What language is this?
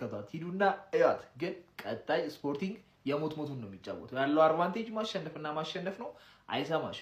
Amharic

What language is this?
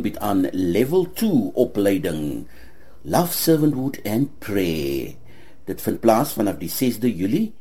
Afrikaans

